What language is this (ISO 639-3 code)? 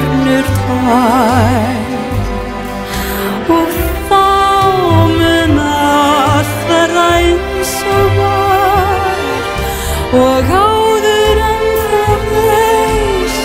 isl